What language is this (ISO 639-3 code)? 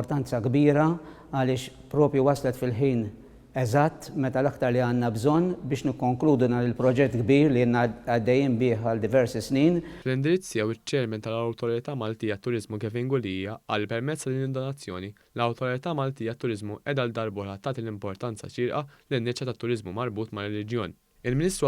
mlt